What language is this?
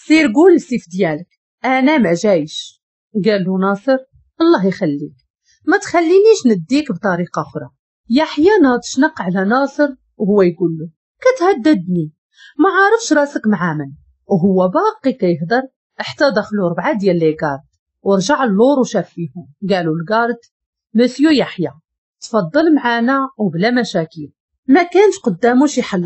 Moroccan Arabic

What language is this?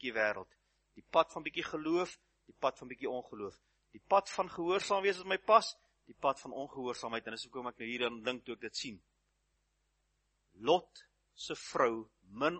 Afrikaans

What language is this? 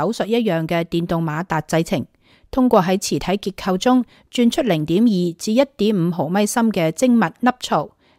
Cantonese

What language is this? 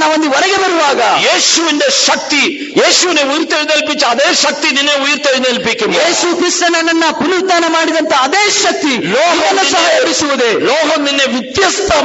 Malayalam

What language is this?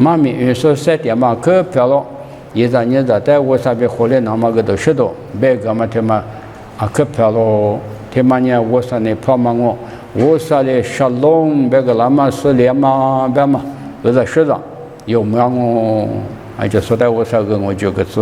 Lisu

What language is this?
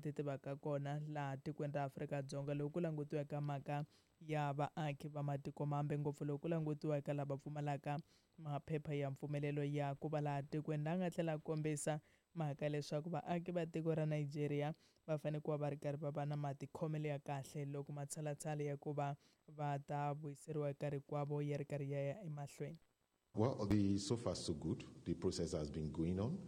Tsonga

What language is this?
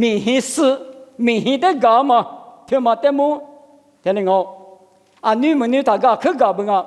Lisu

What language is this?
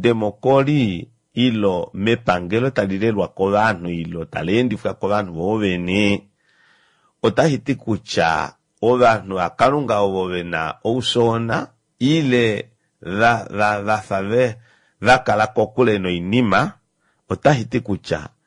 Kuanyama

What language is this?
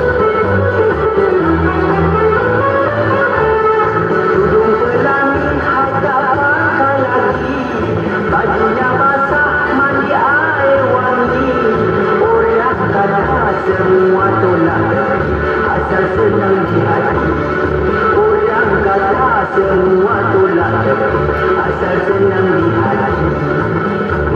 Malay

